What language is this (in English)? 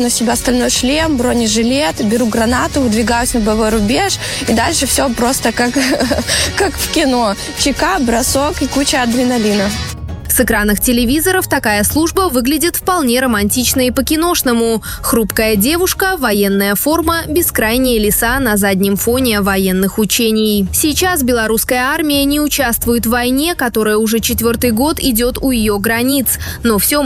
Russian